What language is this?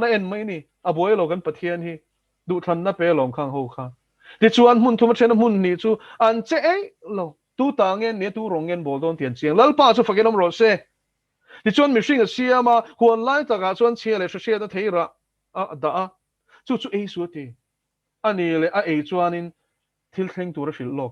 Mizo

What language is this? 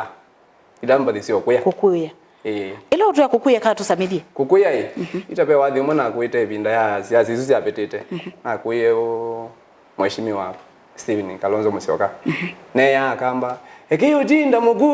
Kamba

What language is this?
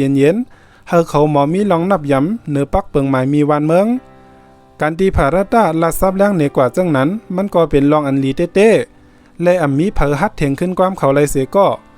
Shan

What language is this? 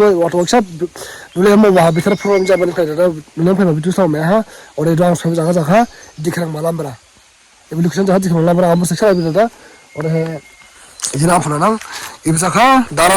Dimasa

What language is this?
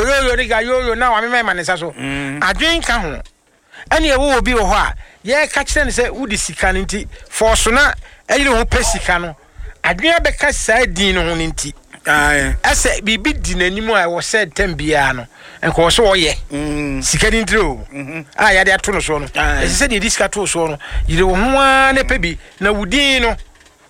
Akan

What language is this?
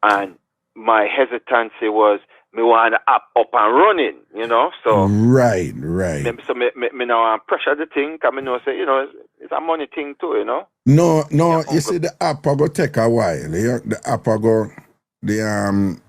Jamaican Creole English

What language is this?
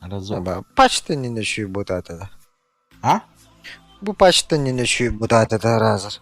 Yakut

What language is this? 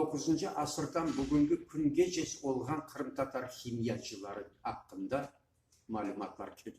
Crimean Tatar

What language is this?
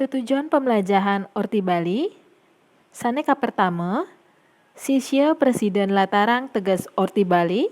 Balinese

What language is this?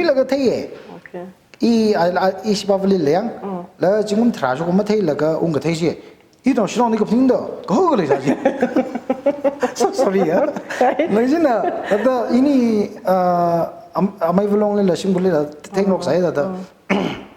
Tangkhul Naga (India)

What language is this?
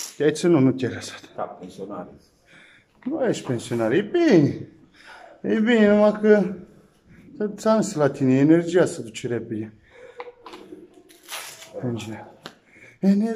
Romanian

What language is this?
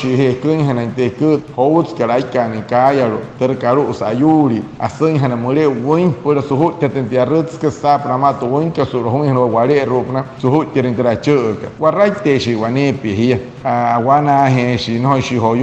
Wayuu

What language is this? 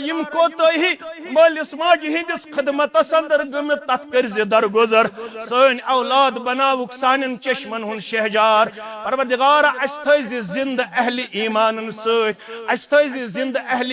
Kashmiri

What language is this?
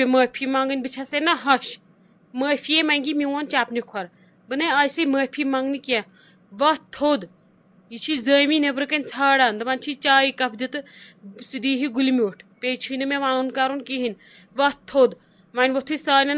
Kashmiri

